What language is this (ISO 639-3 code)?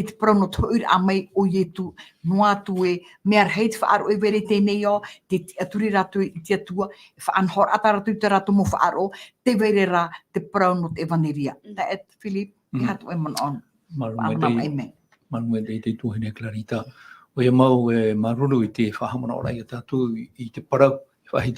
tah